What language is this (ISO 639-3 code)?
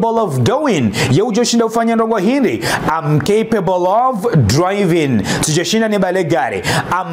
zdj